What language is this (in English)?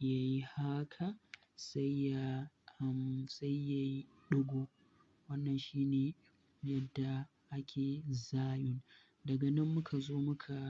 Hausa